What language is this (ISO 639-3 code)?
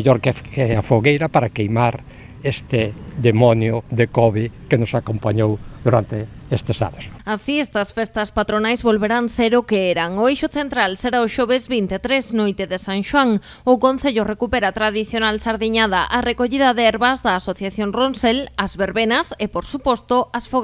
glg